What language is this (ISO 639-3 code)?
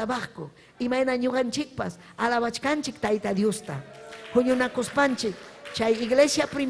quy